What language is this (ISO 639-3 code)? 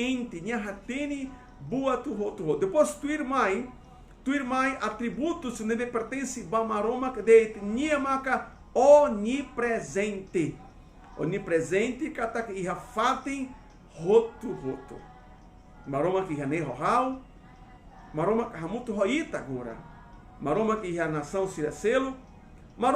tet